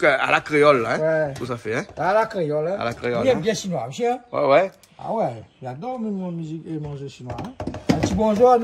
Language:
Réunion Creole French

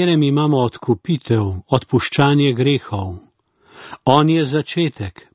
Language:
Slovenian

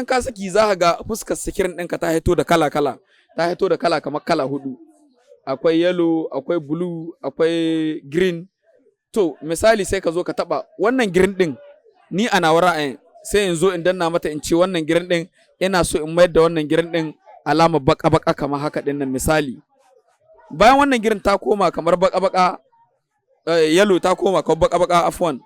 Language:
Hausa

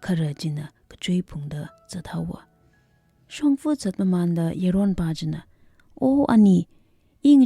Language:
Tangkhul Naga (India)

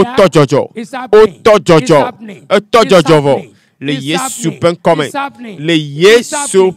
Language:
Ewe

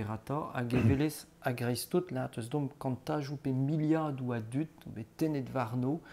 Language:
Breton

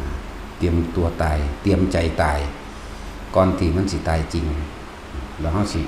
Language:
Northeastern Thai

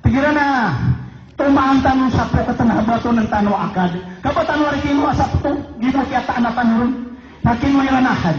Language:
Maranao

